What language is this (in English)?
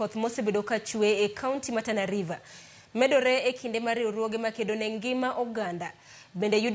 Luo (Kenya and Tanzania)